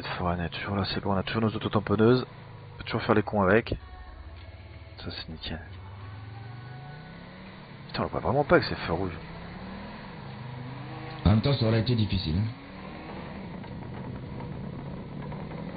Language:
French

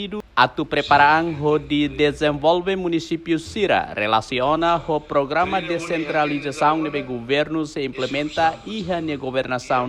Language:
Tetum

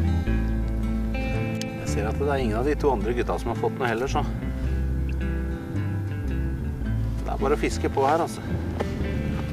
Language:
Norwegian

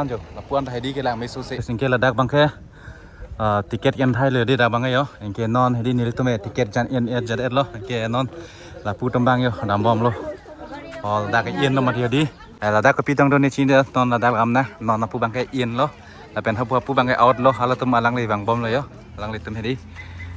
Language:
Karbi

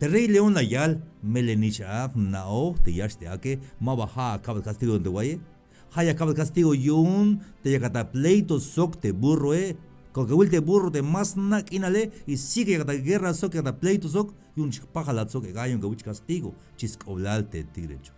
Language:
Tzeltal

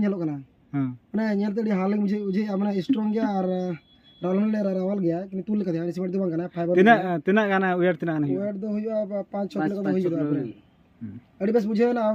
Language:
Santali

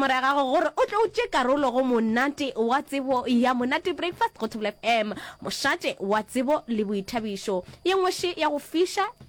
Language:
Northern Sotho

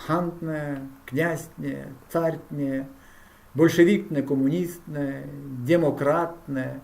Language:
Erzya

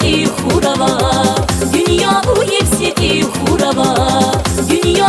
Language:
Tabassaran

